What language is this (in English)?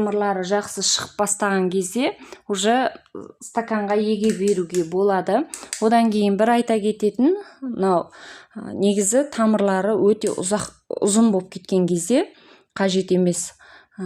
Kazakh